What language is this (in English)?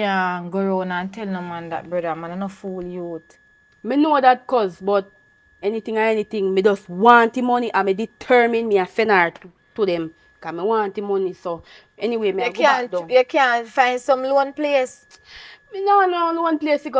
Jamaican Creole English